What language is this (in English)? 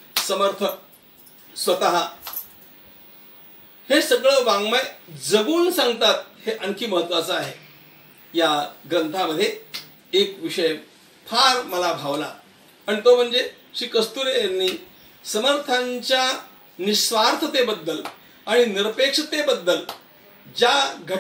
Marathi